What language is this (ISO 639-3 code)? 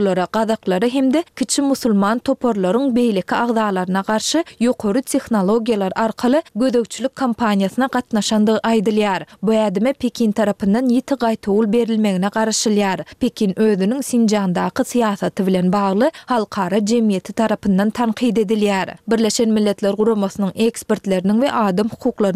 tuk